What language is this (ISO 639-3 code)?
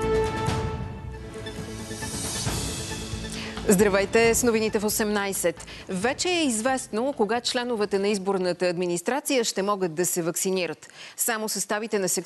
bul